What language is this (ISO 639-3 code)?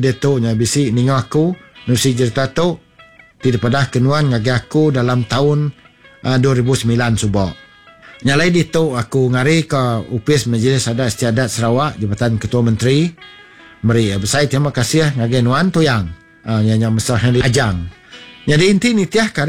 iba